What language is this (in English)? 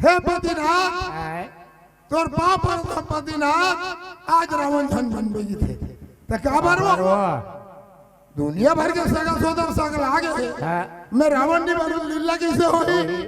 Chhattisgarhi